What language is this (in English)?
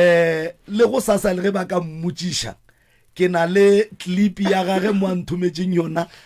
Northern Sotho